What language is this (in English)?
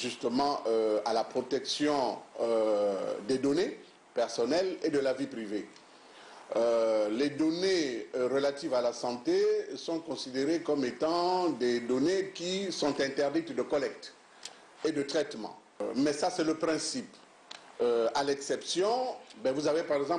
French